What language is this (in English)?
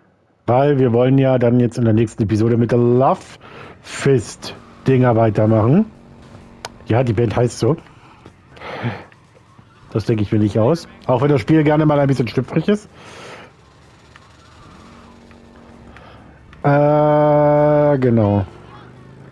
German